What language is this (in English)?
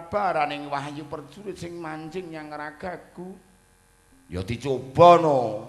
Javanese